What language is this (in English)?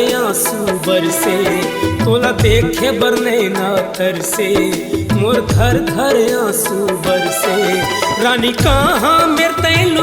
Chhattisgarhi